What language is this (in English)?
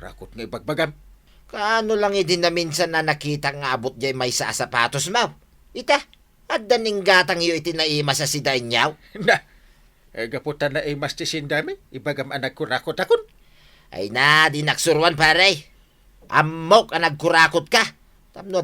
Iloko